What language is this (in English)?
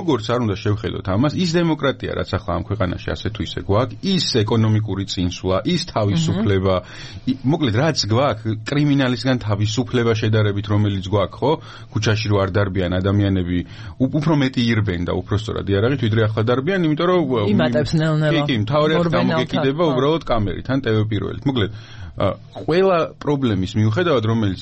Georgian